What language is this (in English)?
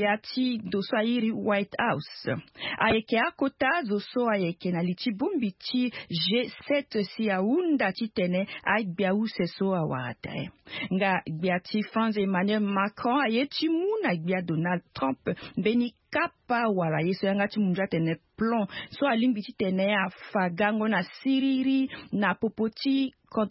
Sango